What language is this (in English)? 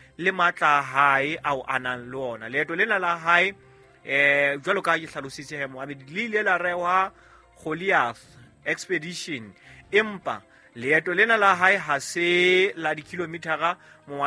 Southern Sotho